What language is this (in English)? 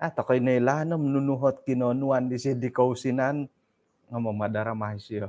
Central Dusun